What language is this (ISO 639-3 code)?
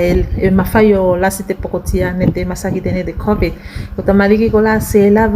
tvl